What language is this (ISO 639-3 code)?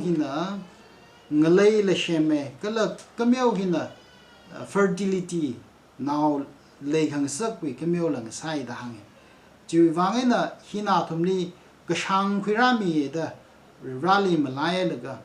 nmf